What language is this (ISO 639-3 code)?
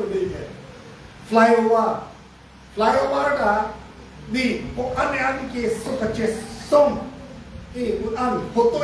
mjw